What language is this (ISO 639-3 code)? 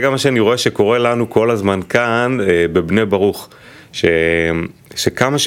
heb